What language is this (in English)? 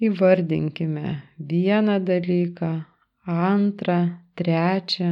Lithuanian